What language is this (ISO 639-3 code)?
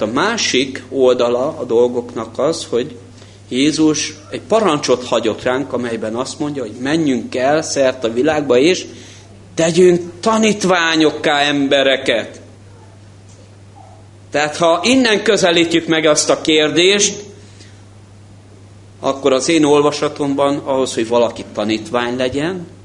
hun